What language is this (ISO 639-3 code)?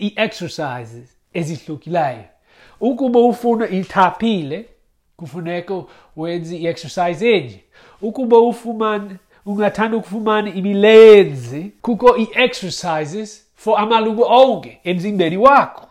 xho